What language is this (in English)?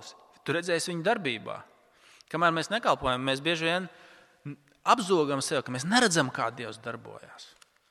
Latvian